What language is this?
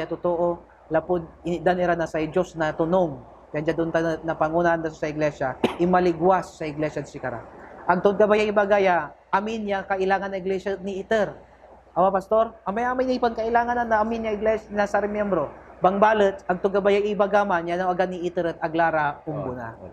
Pangasinan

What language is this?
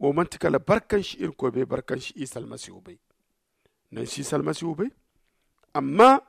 Zarma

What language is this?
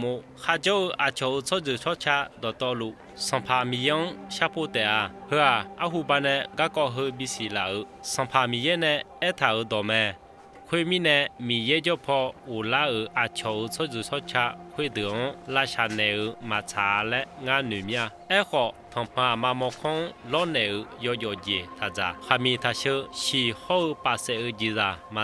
Akha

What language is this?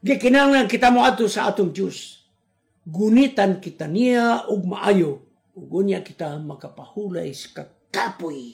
Cebuano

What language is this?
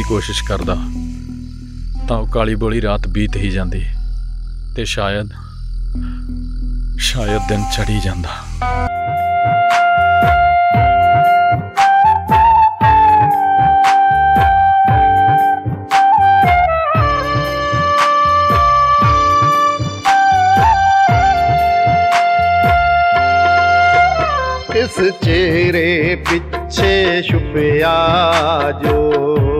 Punjabi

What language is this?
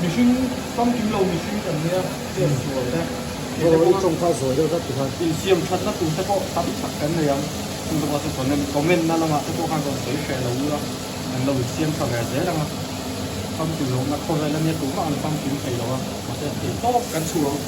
Mizo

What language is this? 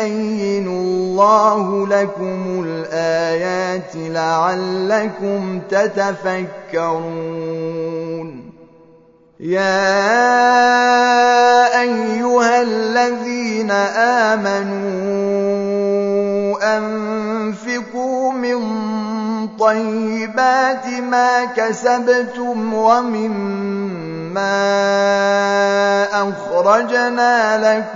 Arabic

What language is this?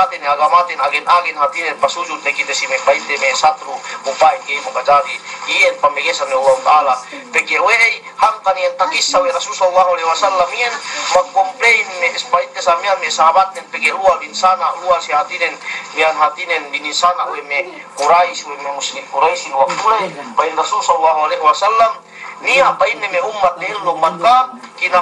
Yakan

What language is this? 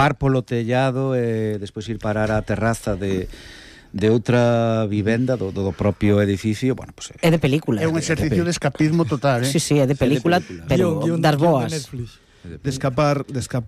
Galician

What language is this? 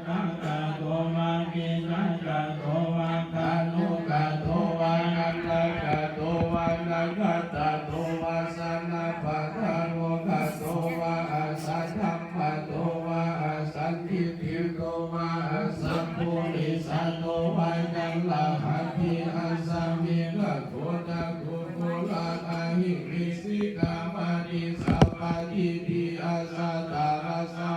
Pali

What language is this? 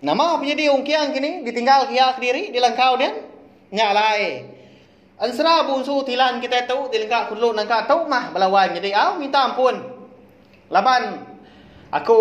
Iban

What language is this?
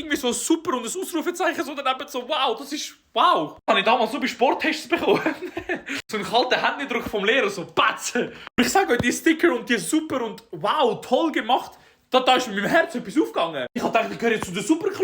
Swiss German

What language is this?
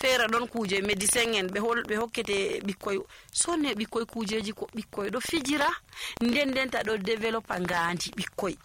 Nigerian Fulfulde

